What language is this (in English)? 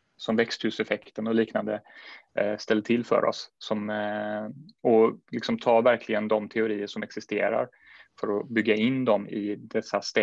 Swedish